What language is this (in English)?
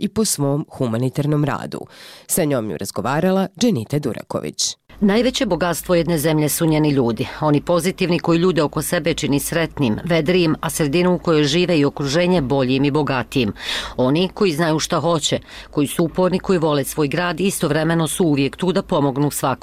Bosnian